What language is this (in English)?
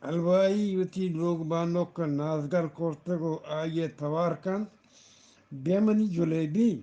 Eastern Balochi